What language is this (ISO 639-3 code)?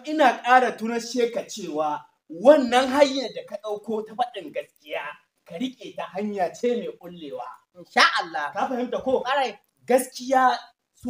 hau